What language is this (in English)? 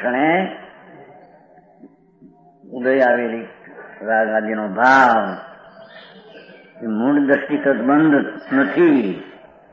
Gujarati